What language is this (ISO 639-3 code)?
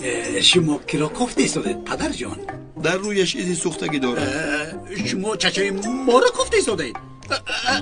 tgk